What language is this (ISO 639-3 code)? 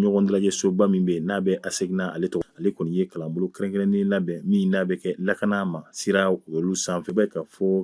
bam